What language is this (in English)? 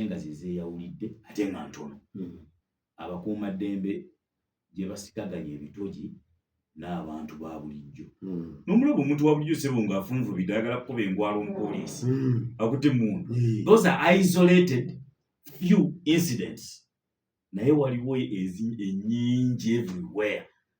Ganda